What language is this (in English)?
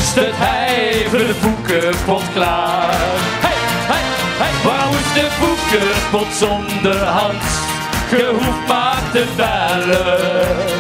Dutch